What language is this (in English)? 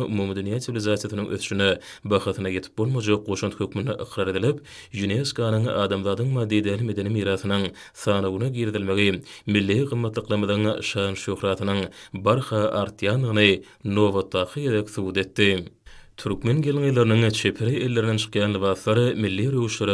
Turkmen